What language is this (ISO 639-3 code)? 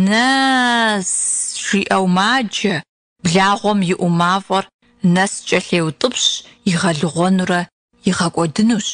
kbd